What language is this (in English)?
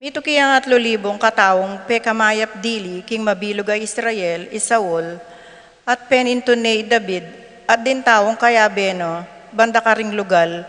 Pampanga